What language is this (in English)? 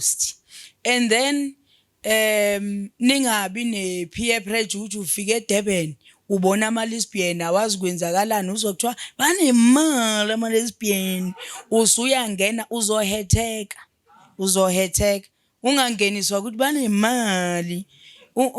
Zulu